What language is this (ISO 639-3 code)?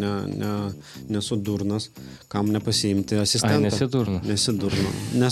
lit